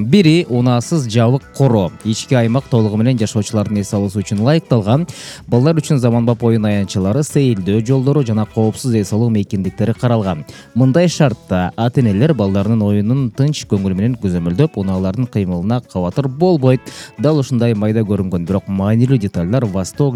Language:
Kyrgyz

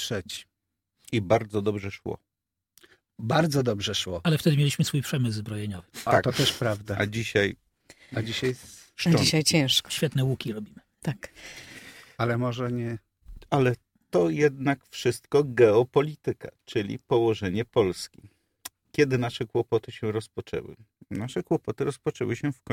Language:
Polish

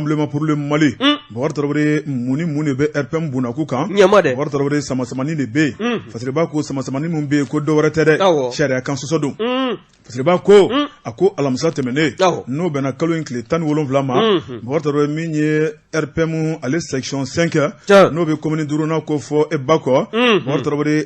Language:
Bambara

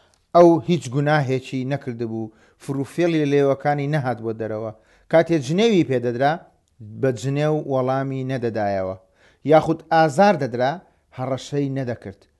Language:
Central Kurdish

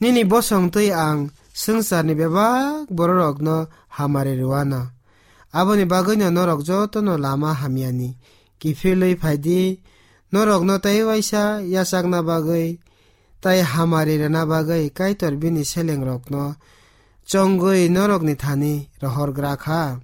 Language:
Kok Borok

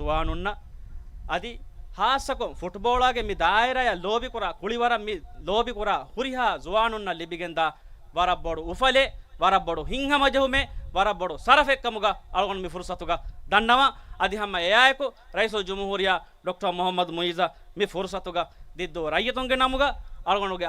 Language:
Divehi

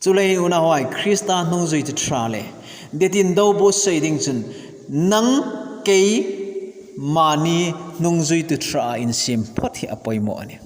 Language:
Hmar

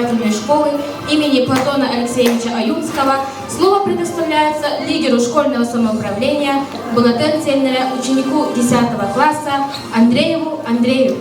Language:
Yakut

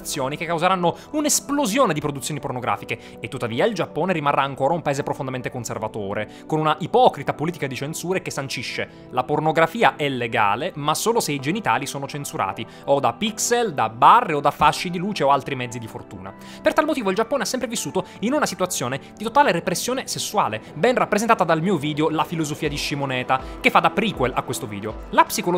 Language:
Italian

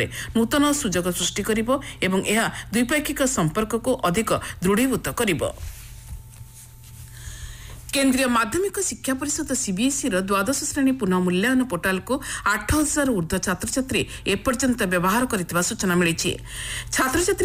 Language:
Odia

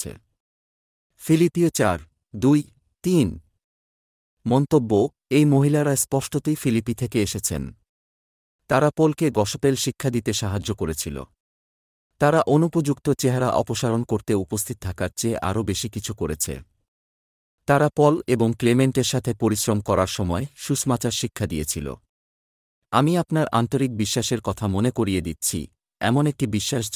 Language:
Bangla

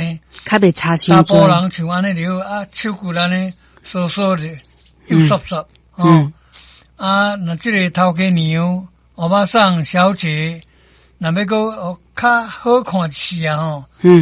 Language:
Min Nan Chinese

